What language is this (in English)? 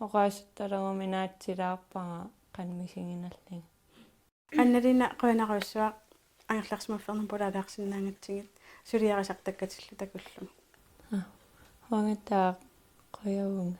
Kalaallisut